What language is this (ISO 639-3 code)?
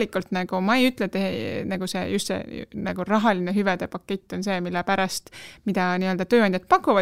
est